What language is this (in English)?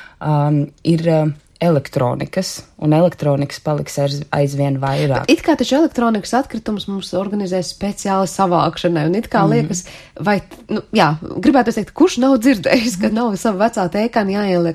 Latvian